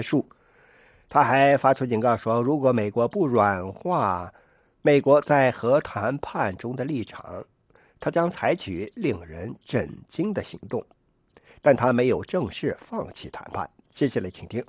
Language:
Chinese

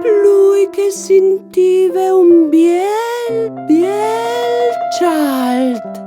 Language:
Friulian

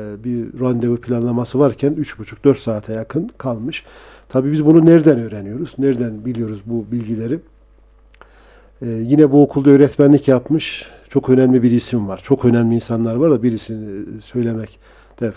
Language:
Turkish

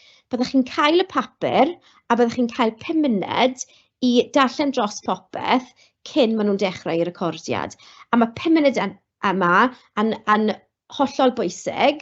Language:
Welsh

